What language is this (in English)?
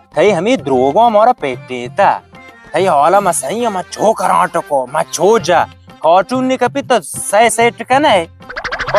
Baluchi